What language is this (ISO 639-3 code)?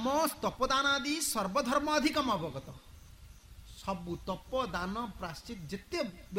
ori